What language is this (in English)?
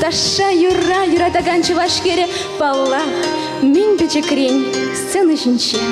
Chuvash